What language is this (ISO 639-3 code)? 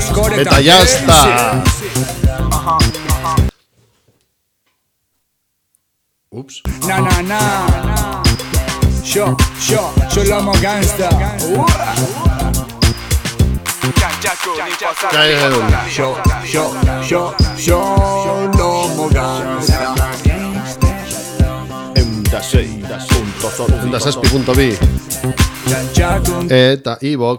eus